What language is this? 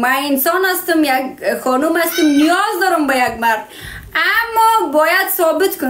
Persian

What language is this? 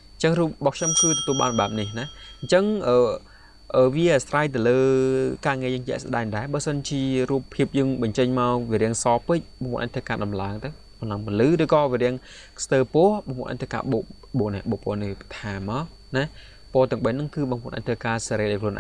Khmer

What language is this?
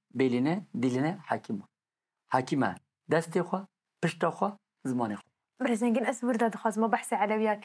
Kurdish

